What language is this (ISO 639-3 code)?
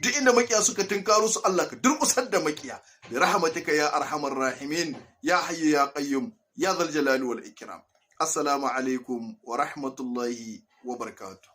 hau